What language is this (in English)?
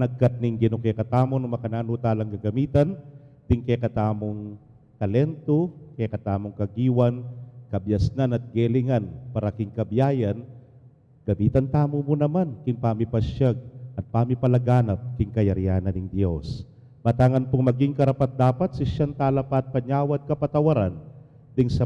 Pampanga